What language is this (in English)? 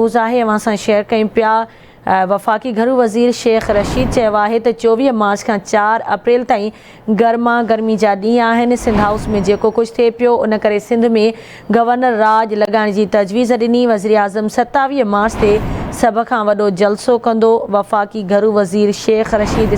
Sindhi